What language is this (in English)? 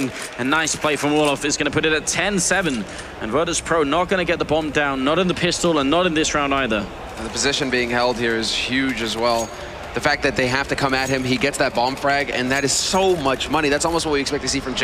English